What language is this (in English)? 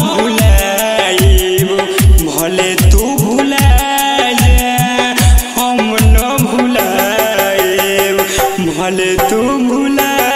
Bhojpuri